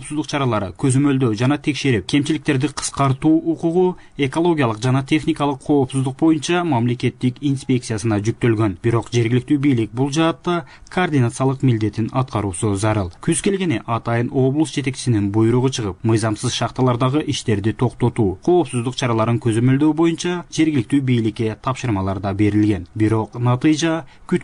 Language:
Kyrgyz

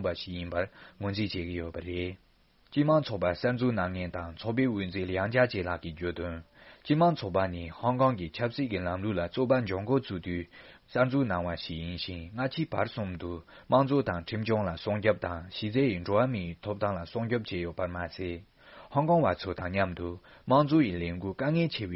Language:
Tibetan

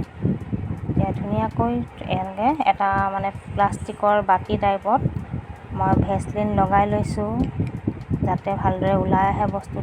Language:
Assamese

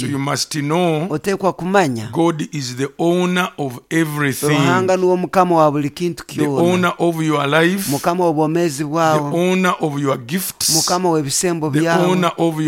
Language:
Nyoro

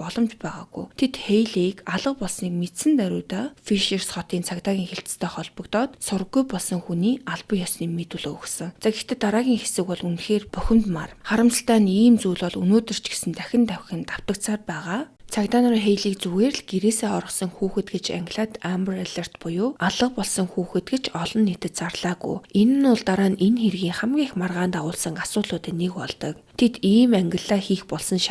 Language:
Mongolian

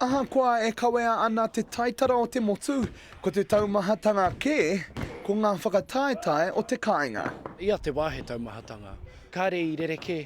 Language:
Māori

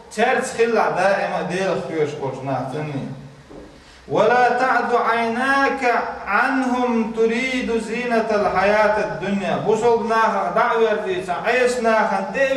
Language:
Chechen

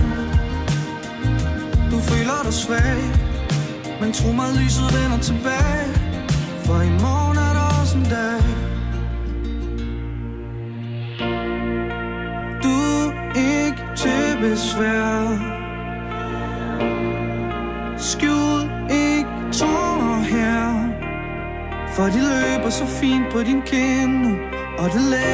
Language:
Danish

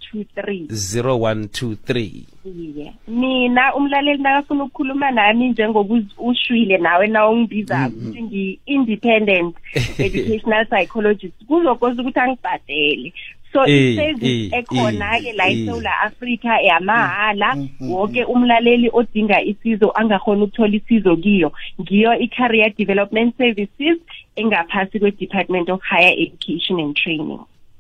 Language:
South Ndebele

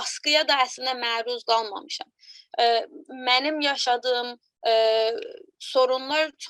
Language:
South Azerbaijani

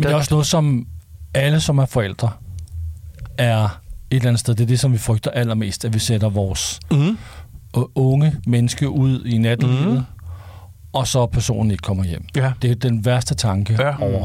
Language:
Danish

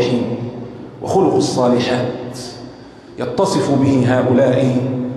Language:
Arabic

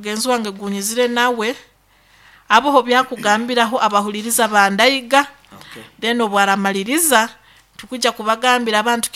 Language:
Nyoro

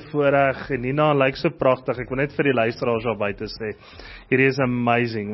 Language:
Afrikaans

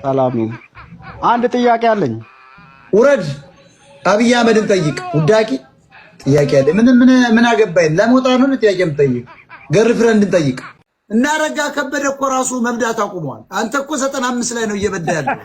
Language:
Amharic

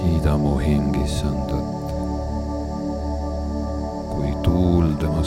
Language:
Estonian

